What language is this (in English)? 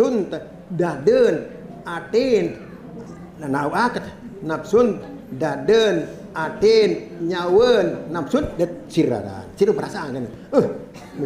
Sasak